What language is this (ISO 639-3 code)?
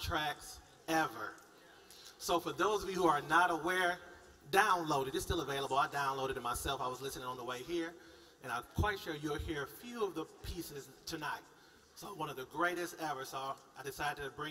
eng